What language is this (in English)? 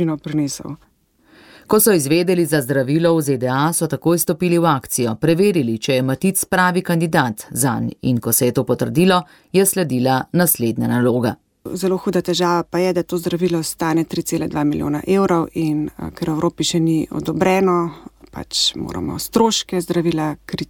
Slovenian